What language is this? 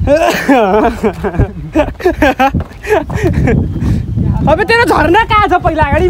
Nepali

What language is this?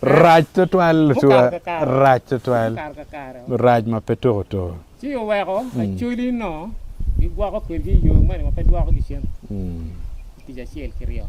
Acoli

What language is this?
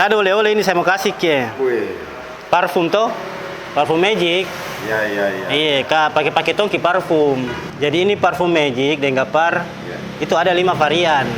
Makassar Malay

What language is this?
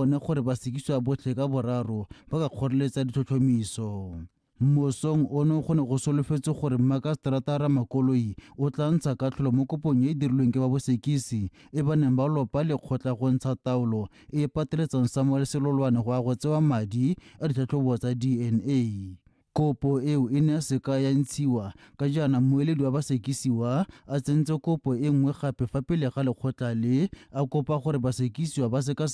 Tswana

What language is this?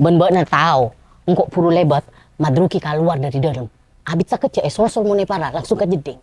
Madurese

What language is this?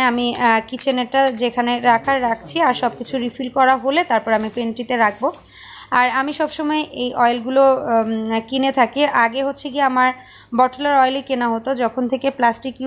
Bangla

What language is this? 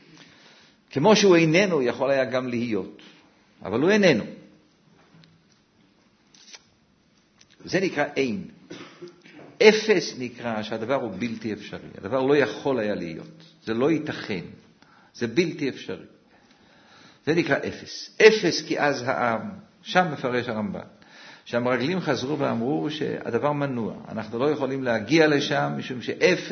Hebrew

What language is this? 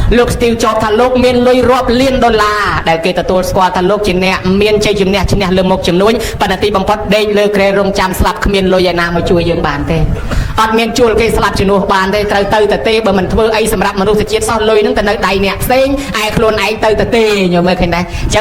Khmer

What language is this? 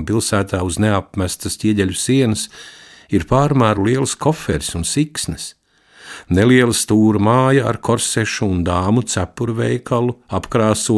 Latvian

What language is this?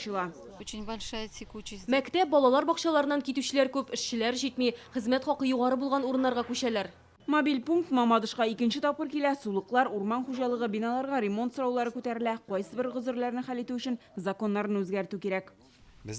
Tatar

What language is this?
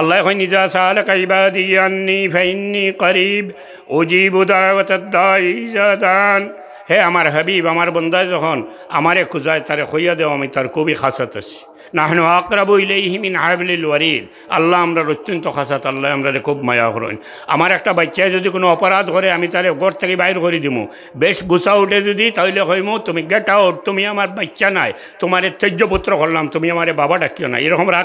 Sylheti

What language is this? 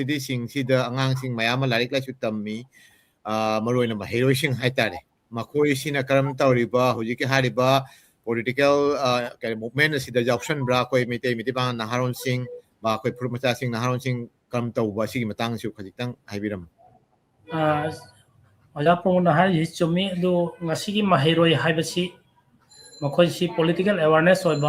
Manipuri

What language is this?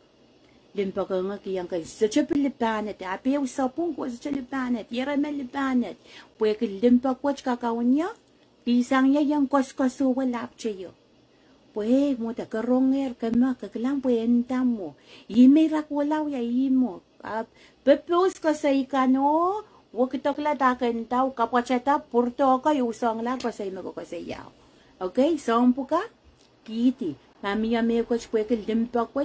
Pohnpeian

